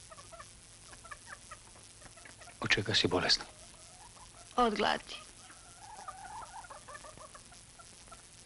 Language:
Serbian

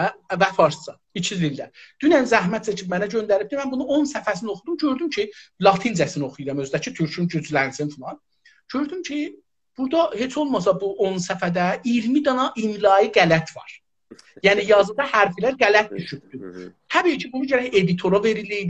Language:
South Azerbaijani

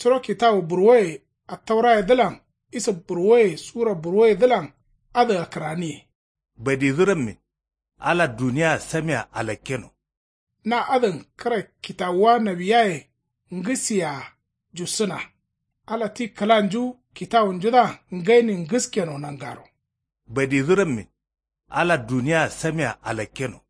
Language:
Kanuri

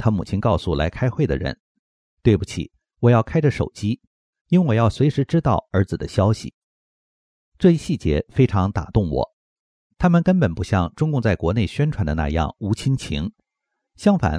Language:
Chinese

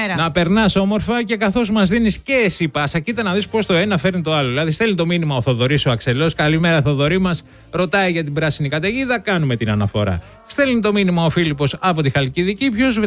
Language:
Greek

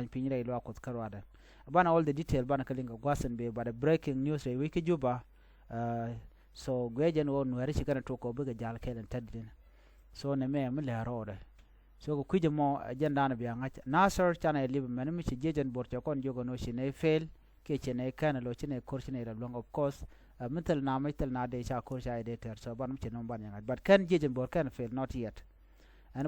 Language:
Nuer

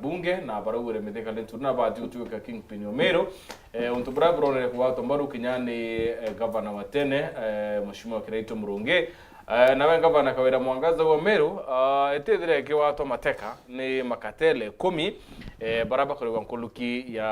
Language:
Meru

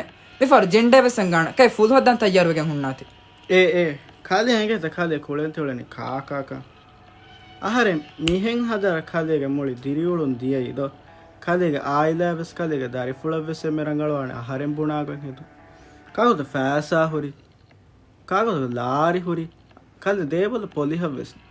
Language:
Divehi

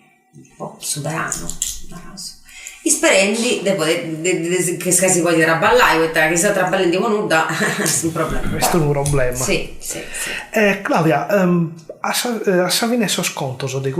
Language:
Sardinian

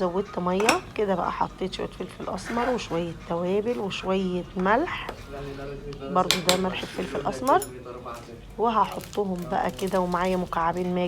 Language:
Egyptian Arabic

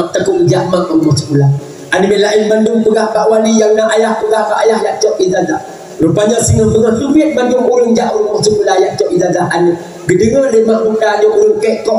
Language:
Achinese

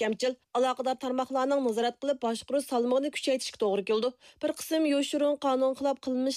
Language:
Uyghur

